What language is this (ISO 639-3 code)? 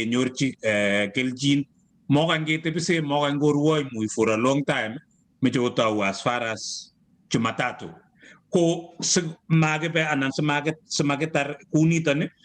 kln